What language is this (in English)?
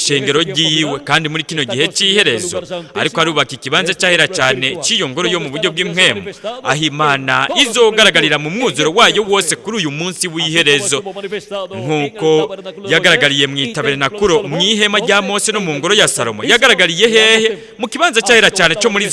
Rundi